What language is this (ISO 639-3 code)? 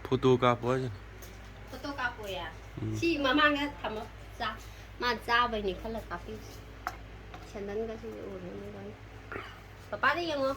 mni